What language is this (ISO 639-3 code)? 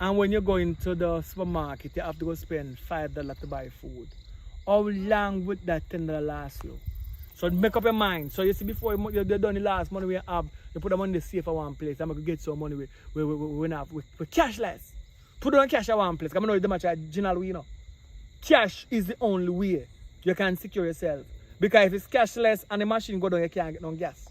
jam